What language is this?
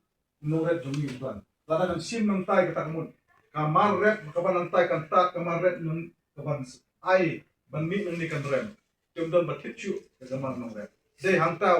Khasi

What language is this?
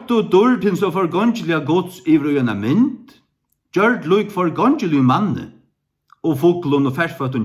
Faroese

